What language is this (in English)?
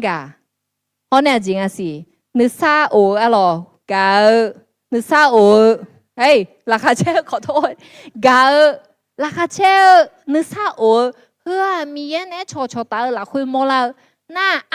Akha